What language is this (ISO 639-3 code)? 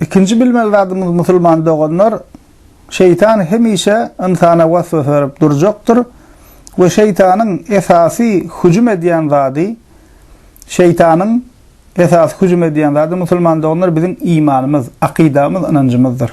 tuk